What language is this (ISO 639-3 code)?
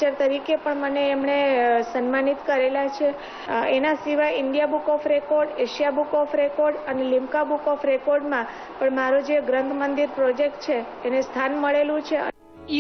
guj